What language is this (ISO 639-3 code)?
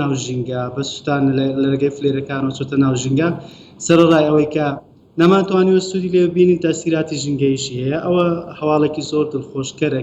ckb